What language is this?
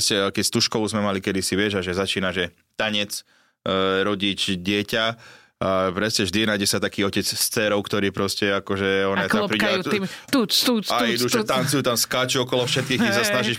Slovak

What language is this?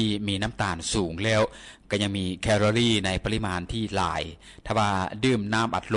Lao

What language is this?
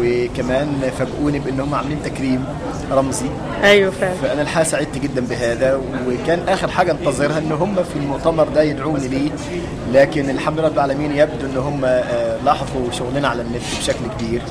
Egyptian Arabic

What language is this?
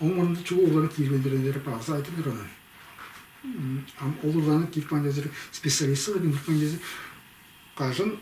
Tuvinian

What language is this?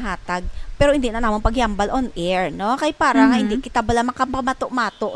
Hiligaynon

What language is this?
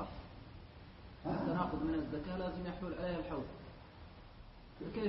Arabic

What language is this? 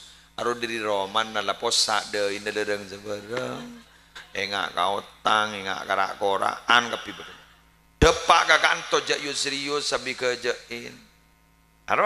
Madurese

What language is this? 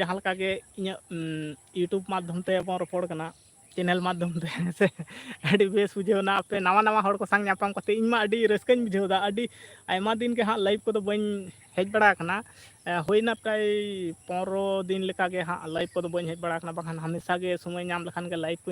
Santali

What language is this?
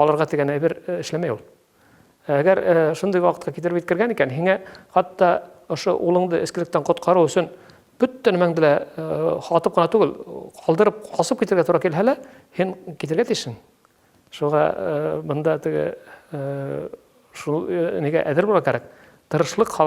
Bashkir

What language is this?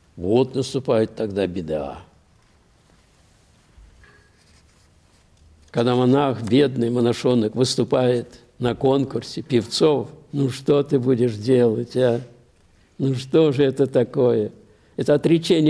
Russian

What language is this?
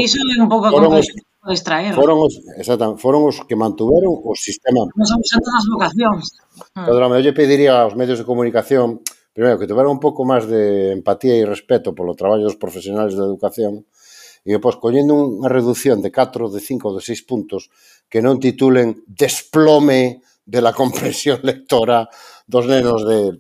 Galician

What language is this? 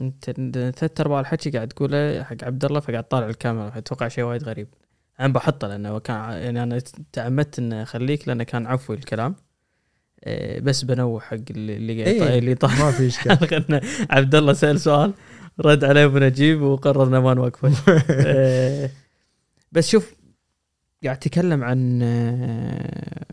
Gulf Arabic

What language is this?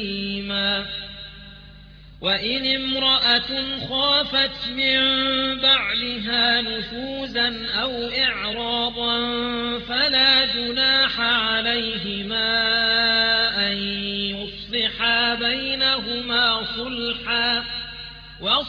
Arabic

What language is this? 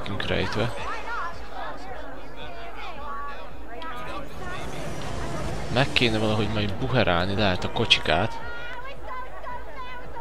Hungarian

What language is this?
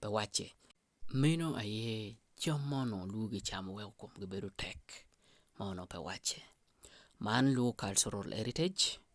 Acoli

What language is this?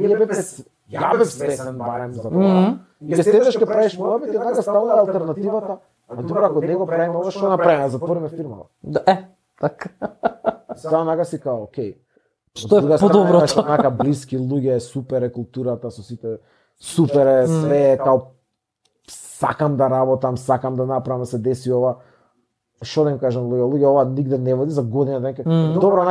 Macedonian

